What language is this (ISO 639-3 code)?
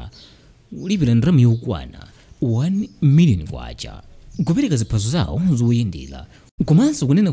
nya